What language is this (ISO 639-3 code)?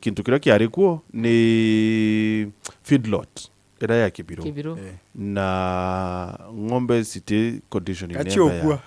mer